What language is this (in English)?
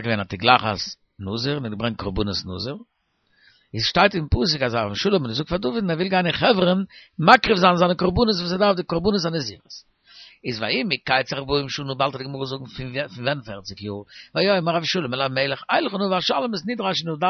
Yiddish